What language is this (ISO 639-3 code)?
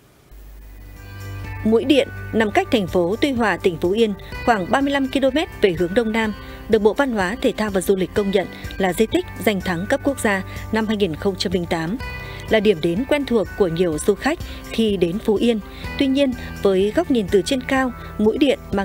vie